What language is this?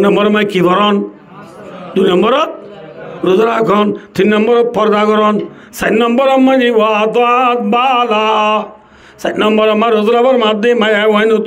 Rohingya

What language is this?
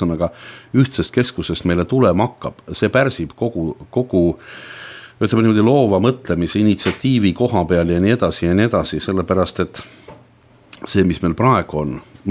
Estonian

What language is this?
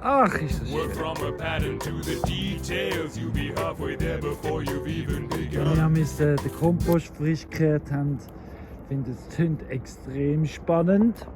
Swiss German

